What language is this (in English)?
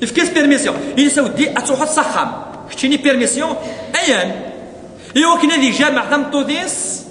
Kabyle